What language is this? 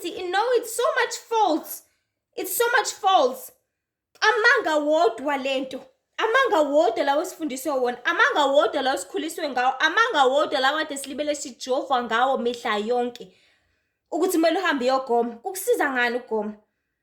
Zulu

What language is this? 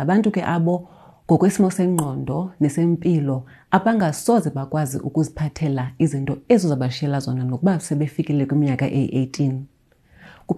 Xhosa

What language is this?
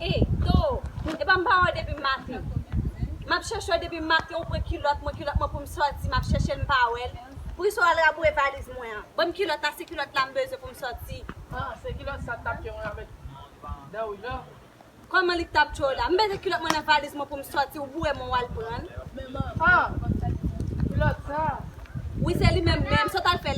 Haitian Creole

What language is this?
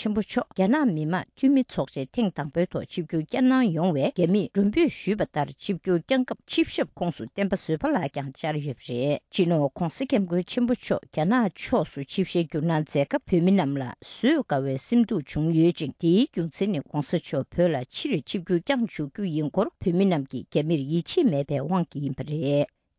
Tibetan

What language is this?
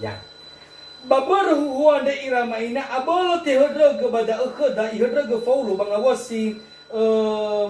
Nias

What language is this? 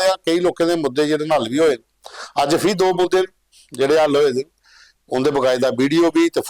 Dogri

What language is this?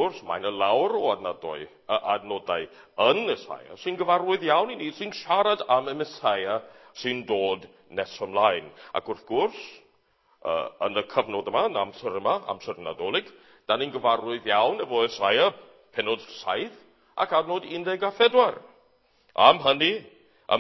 Welsh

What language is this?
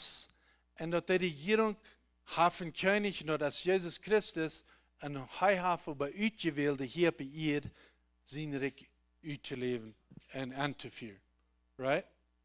Plautdietsch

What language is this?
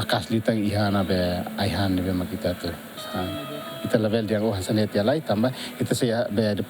Tetum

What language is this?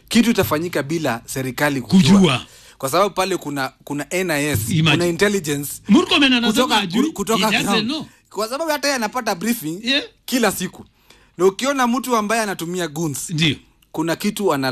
Swahili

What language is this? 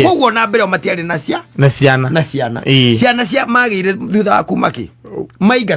Kikuyu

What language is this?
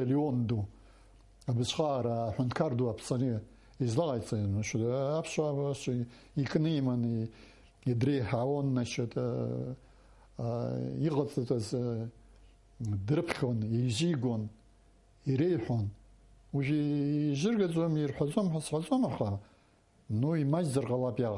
Abkhazian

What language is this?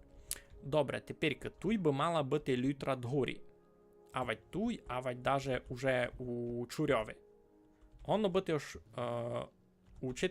Rusyn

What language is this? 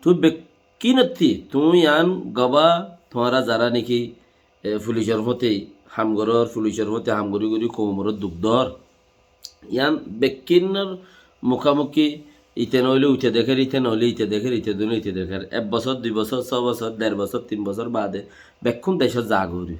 Rohingya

